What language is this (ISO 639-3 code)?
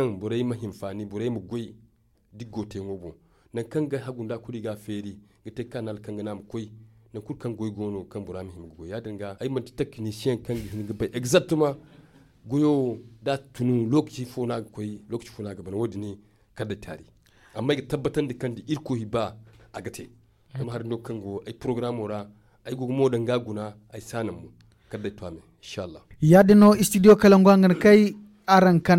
dje